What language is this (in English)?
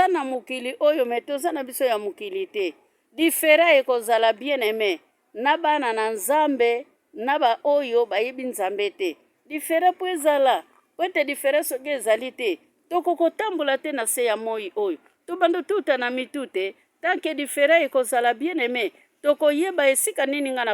Lingala